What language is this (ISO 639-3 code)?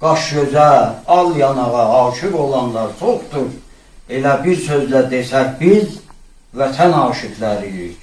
azb